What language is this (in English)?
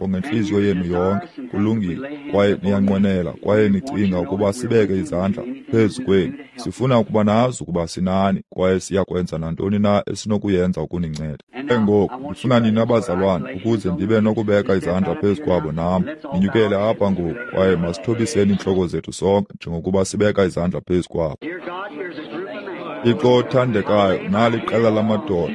Xhosa